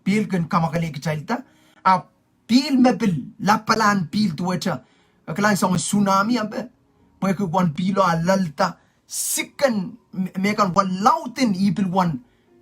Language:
Pohnpeian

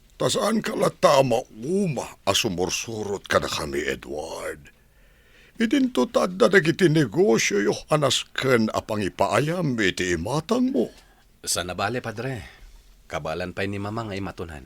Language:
Iloko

